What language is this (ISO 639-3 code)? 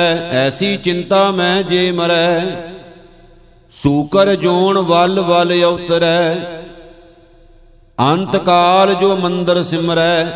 pan